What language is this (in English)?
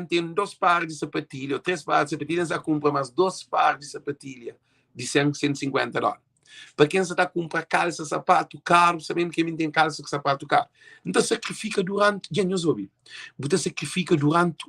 Kabuverdianu